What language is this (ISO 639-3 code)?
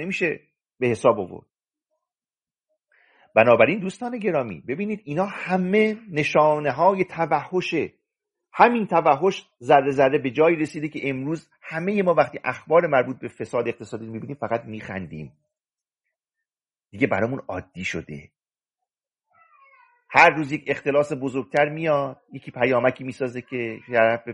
fas